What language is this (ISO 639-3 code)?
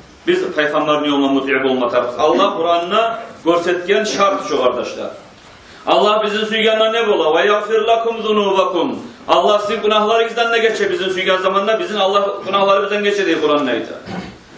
kum